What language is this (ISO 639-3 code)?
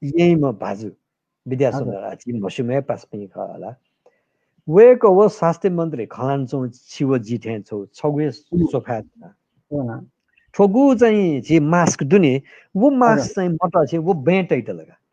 new